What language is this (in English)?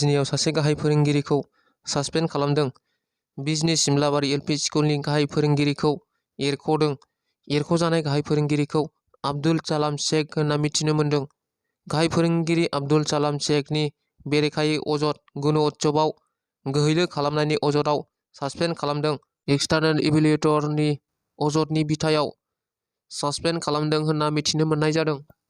Bodo